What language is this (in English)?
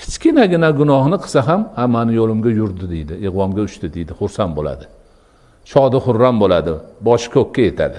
Uzbek